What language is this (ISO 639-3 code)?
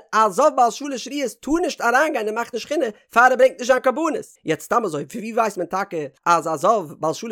yid